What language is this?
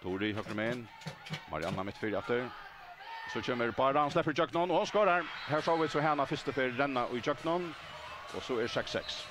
Faroese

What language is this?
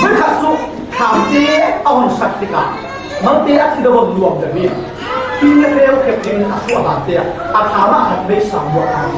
Falam Chin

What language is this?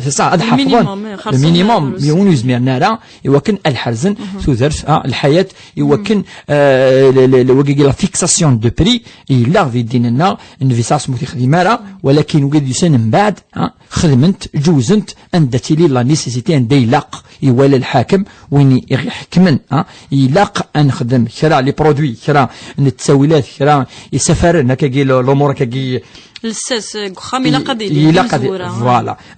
Kabyle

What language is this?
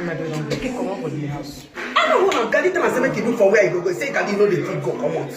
Nigerian Pidgin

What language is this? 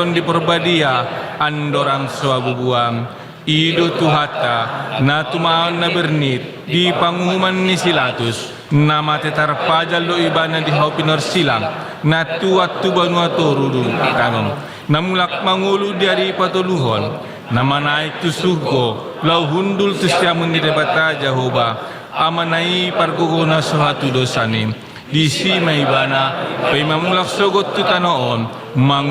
Batak Toba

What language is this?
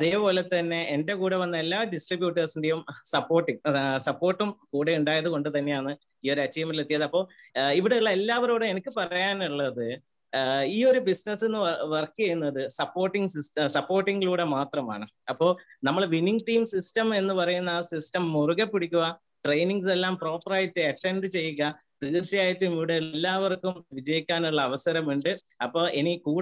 Malayalam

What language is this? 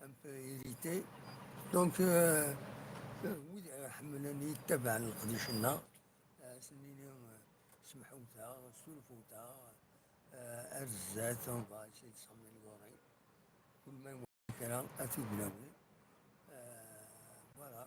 Kabyle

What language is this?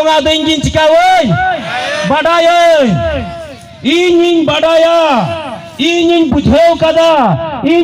Santali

